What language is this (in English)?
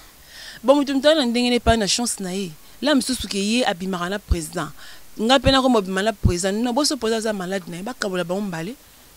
Lingala